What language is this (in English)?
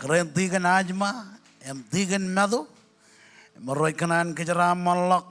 Marshallese